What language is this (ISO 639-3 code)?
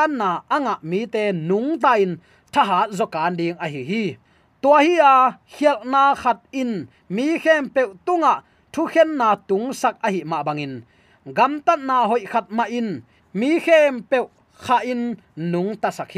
ctd